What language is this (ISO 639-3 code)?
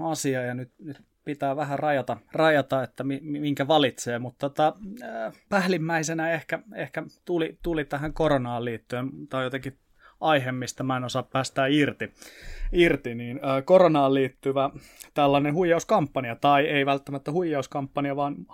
fin